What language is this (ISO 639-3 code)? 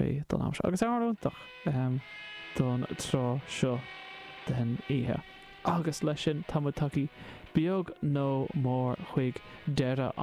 gle